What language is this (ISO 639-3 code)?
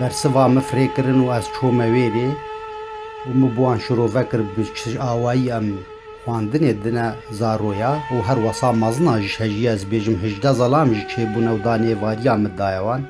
kur